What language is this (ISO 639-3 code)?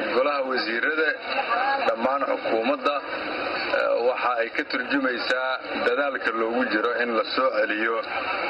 som